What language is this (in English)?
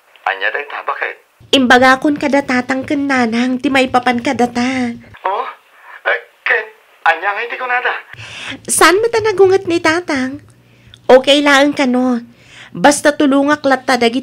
Iloko